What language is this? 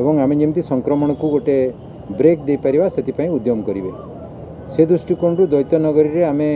Odia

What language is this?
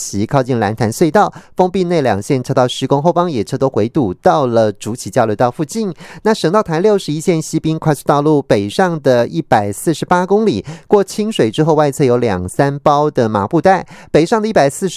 Chinese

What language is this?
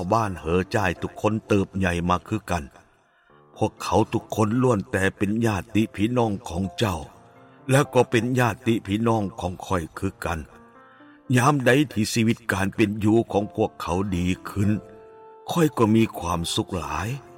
Lao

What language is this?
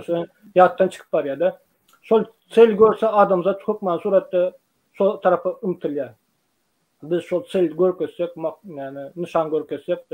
Turkmen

